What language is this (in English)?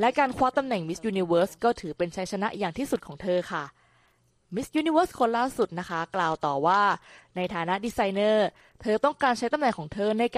Thai